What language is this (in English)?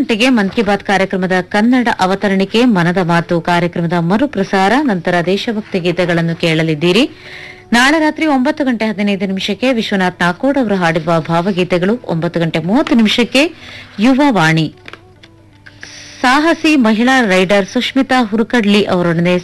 Kannada